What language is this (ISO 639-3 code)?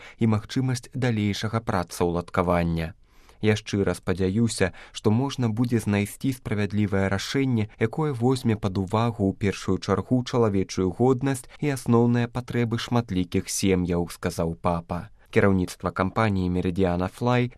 bel